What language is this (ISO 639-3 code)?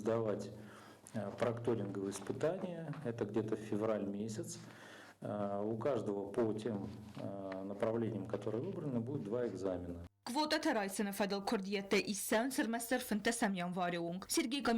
oss